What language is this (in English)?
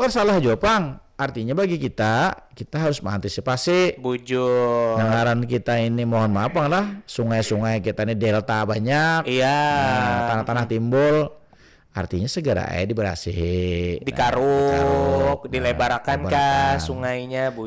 Banjar